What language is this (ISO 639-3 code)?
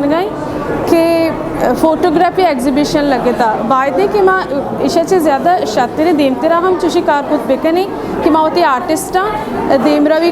bgp